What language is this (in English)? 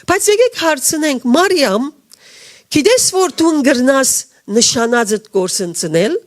Western Armenian